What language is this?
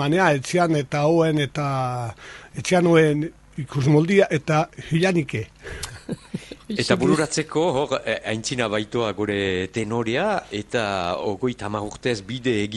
Basque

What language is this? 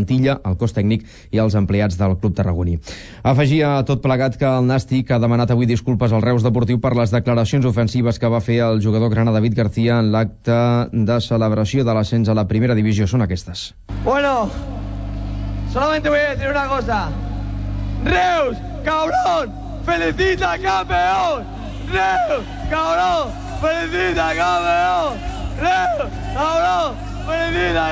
Catalan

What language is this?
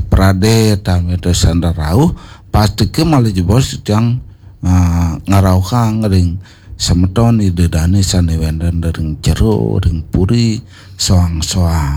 Balinese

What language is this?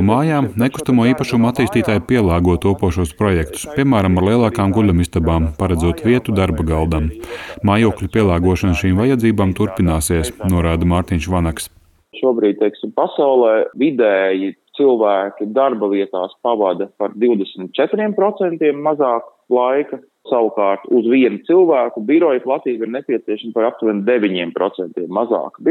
Latvian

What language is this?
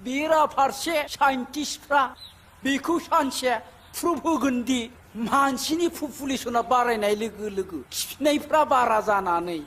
Bodo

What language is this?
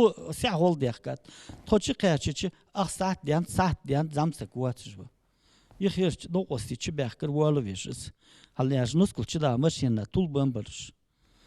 Ingush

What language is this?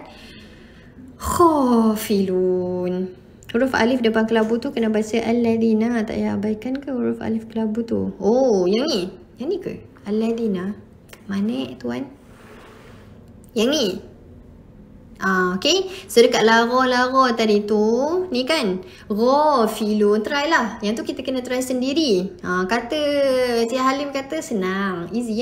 Malay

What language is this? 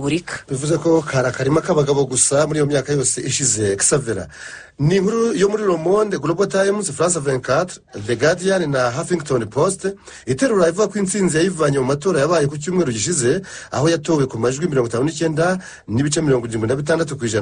Kinyarwanda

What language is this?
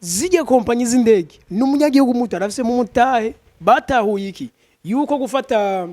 Rundi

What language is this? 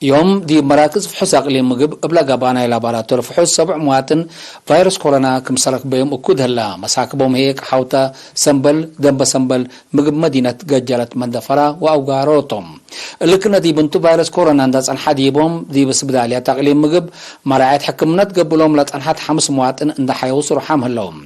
Tigre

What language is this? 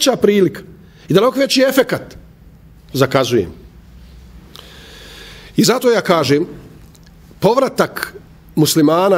Bosnian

